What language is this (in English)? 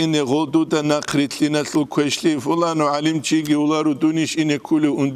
Avaric